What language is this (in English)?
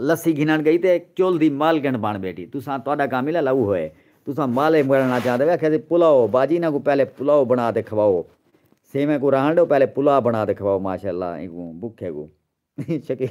Saraiki